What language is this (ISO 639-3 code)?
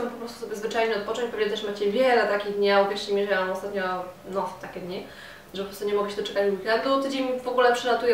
pol